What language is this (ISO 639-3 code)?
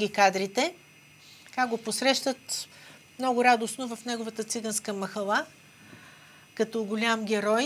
bul